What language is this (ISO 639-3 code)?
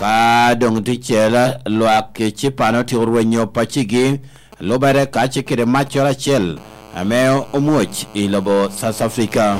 laj